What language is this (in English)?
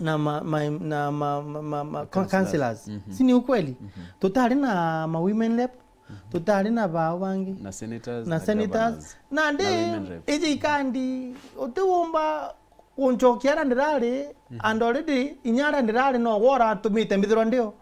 Meru